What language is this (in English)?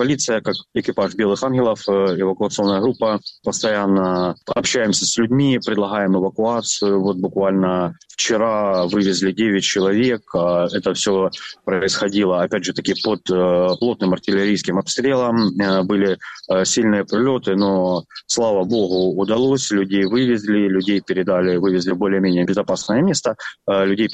Russian